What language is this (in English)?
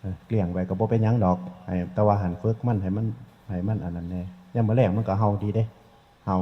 Northeastern Thai